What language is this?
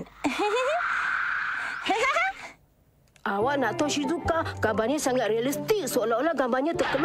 Malay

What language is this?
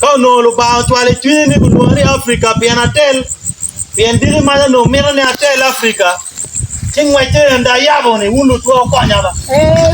Acoli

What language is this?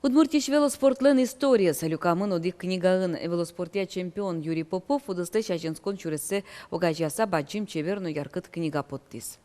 Udmurt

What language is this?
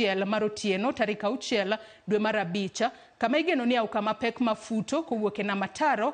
Luo (Kenya and Tanzania)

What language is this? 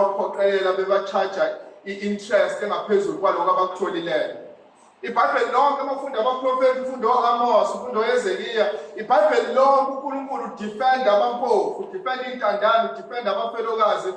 Zulu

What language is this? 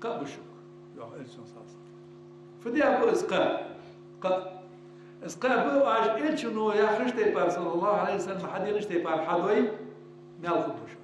Ingush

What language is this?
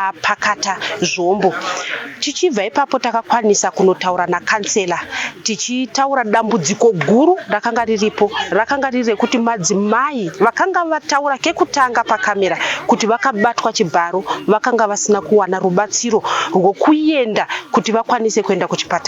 Shona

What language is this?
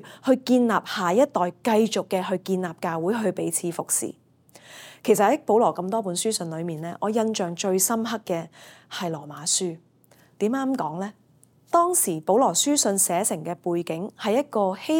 Cantonese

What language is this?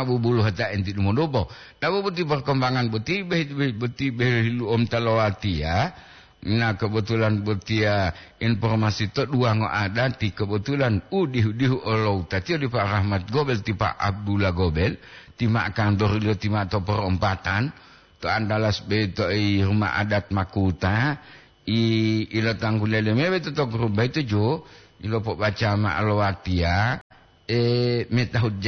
Gorontalo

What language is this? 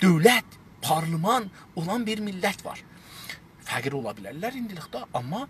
South Azerbaijani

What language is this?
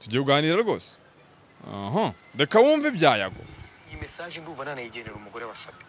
Kinyarwanda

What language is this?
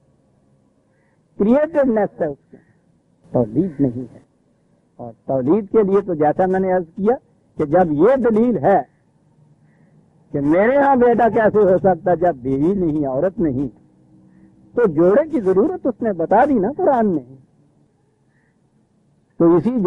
Urdu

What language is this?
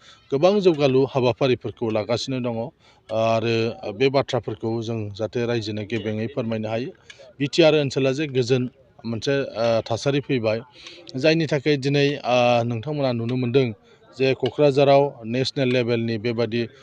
Bodo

